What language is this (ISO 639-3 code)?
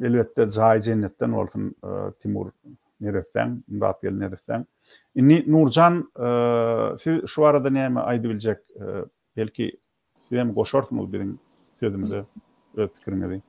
tuk